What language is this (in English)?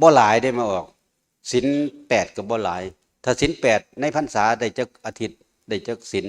Northeastern Thai